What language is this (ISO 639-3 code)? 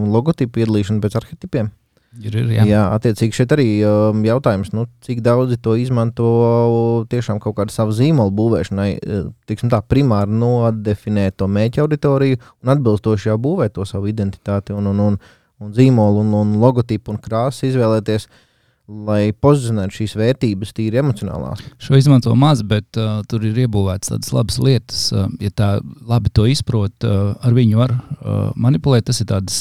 lav